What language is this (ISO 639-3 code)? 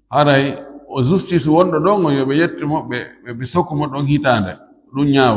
ful